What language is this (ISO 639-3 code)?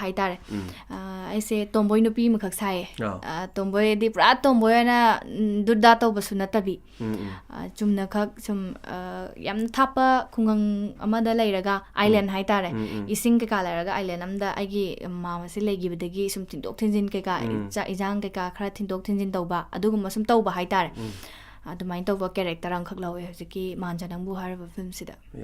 mni